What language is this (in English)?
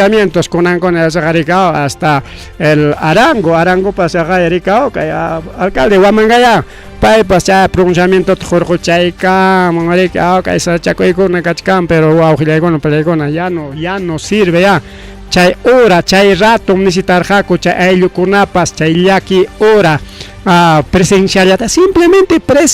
Ayacucho Quechua